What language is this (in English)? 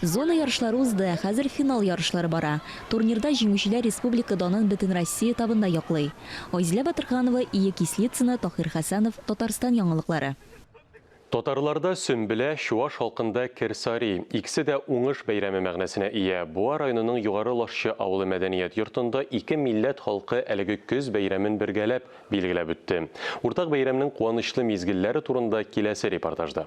Tatar